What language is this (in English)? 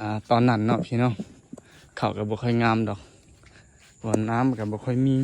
Lao